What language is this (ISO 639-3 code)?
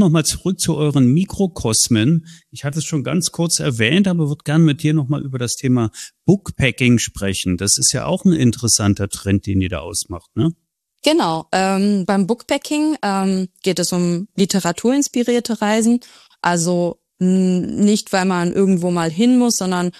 deu